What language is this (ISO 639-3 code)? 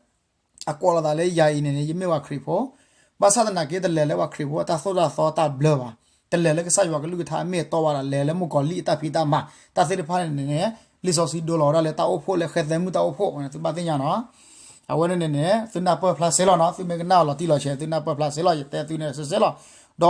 ksw